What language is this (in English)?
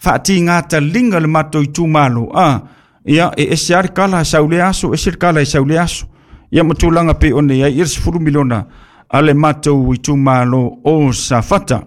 Samoan